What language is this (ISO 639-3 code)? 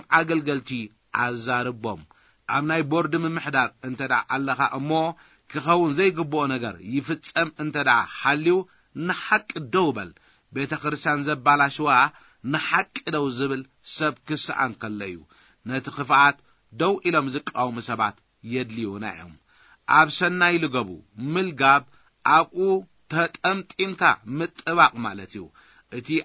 tir